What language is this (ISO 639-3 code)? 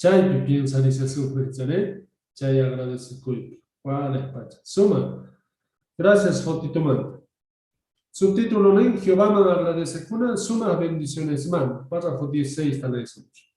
que